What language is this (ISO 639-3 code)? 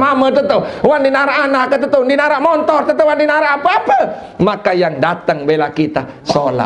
sas